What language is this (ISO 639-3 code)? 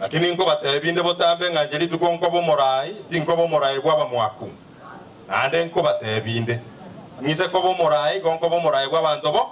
guz